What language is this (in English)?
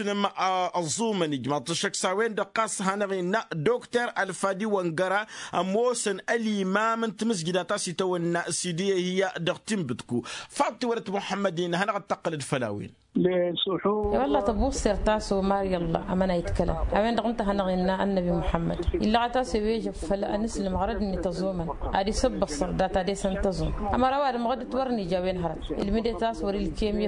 Tamasheq